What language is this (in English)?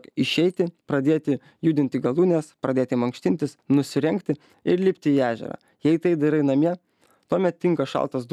Lithuanian